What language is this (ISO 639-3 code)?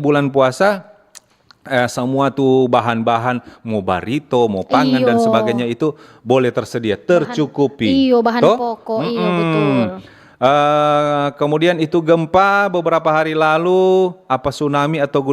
xmm